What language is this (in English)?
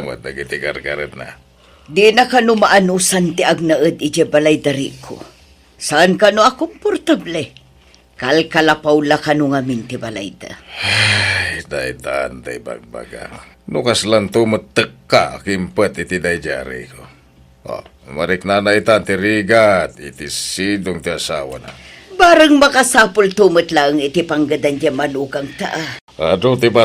Iloko